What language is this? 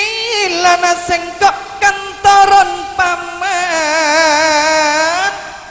Madurese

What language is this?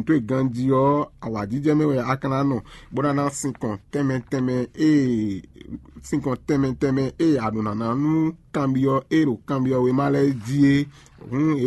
Fon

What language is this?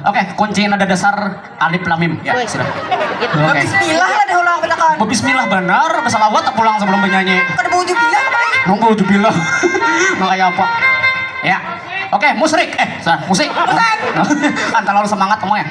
Banjar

